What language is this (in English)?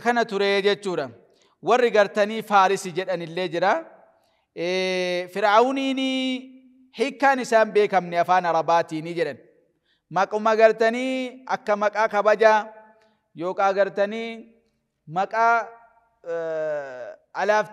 Oromo